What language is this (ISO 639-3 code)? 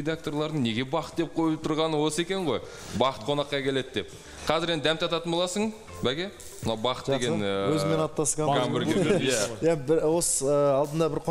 kaz